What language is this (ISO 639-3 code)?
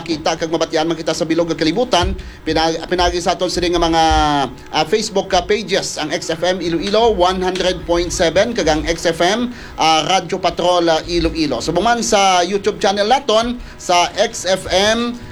hil